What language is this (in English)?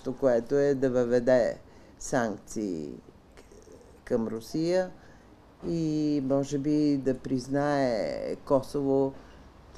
Bulgarian